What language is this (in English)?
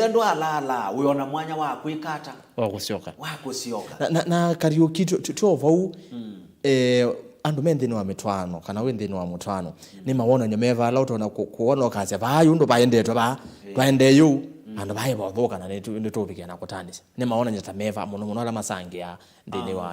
Kamba